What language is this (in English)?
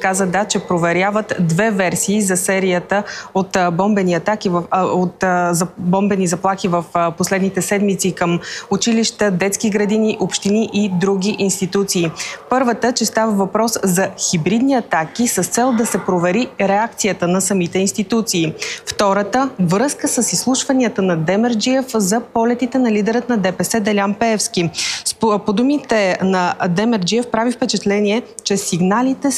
Bulgarian